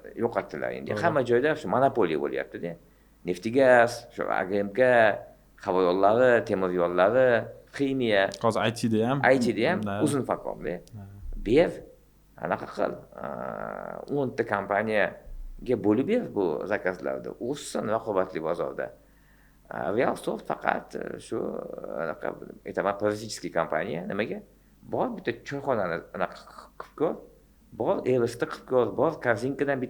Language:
Uzbek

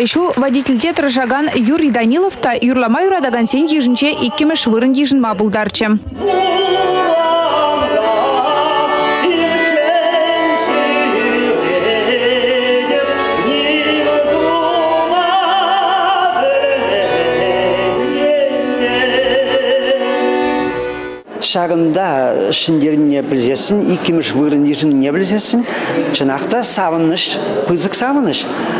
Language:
Chuvash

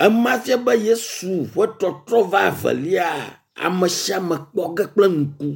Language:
Ewe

